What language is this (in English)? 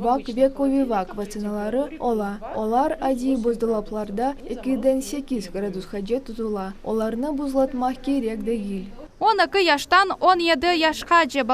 Crimean Tatar